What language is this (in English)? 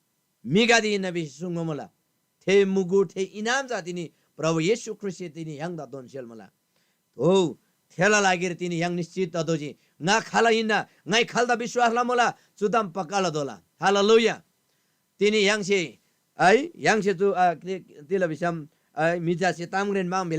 Eastern Tamang